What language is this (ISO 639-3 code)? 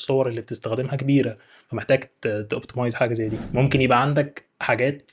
arz